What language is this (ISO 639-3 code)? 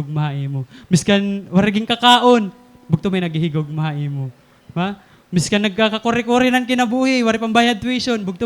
war